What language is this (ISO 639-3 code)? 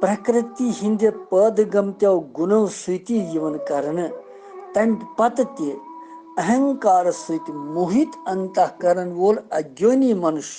kas